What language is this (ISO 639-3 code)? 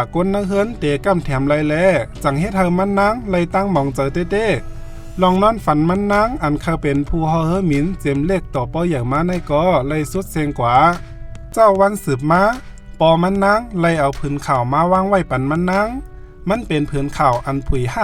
shn